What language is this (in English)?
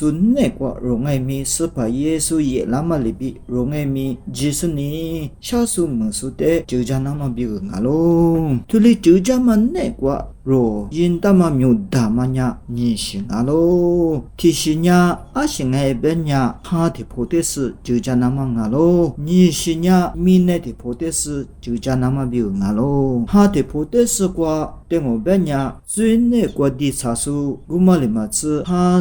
Lisu